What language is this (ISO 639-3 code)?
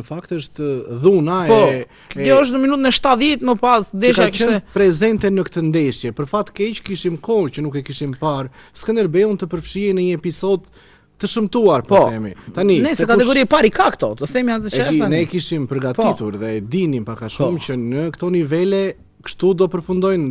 sqi